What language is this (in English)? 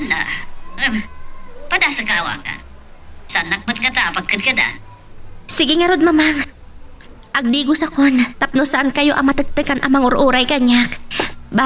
Iloko